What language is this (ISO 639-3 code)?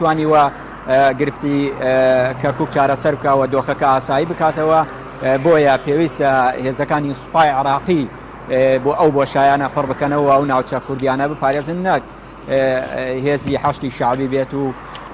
ckb